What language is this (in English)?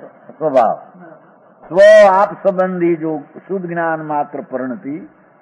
Gujarati